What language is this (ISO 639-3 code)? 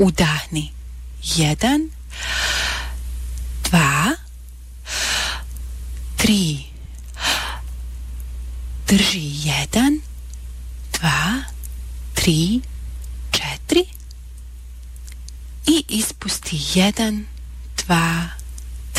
bos